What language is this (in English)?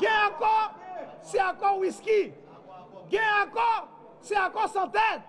Haitian Creole